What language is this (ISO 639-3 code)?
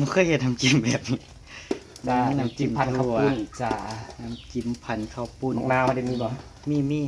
tts